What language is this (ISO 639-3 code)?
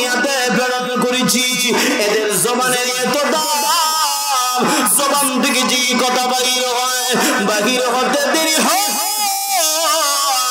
ben